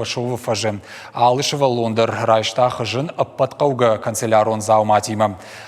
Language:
Ossetic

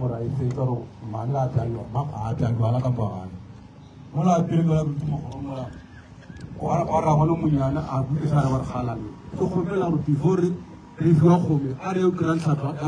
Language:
Northern Sotho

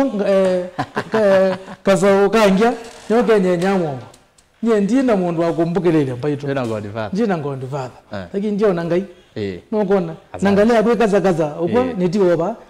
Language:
Kamba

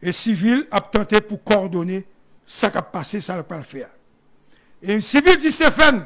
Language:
Haitian Creole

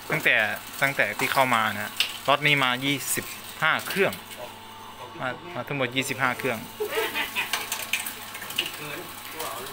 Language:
Thai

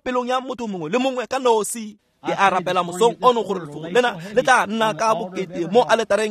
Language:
Tswana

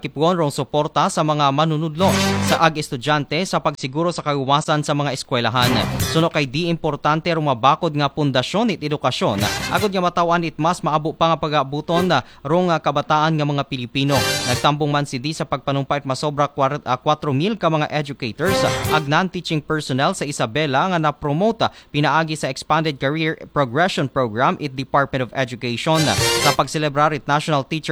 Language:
Aklanon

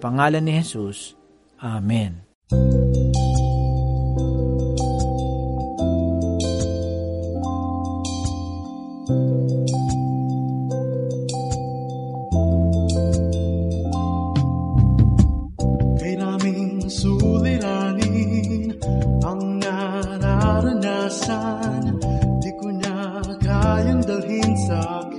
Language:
Filipino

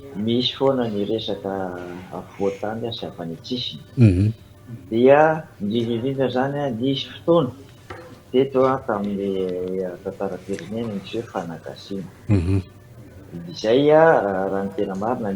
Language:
Malagasy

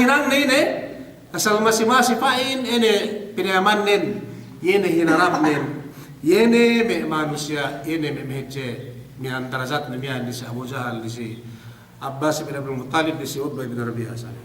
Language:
Yakan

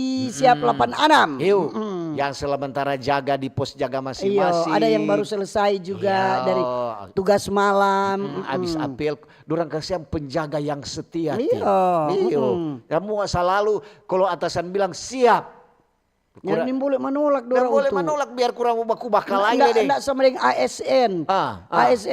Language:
Manado Malay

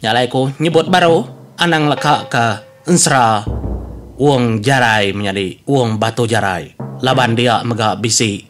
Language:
Iban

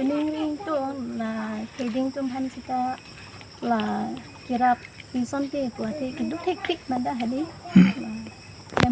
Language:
Karbi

